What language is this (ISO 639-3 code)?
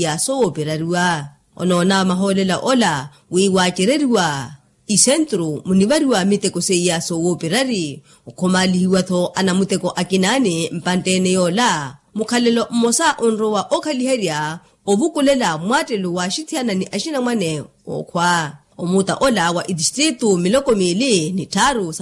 vmw